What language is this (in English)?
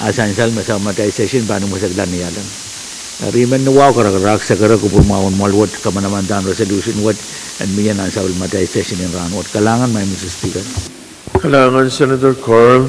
Pohnpeian